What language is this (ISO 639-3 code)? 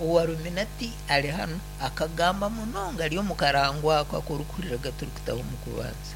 nyn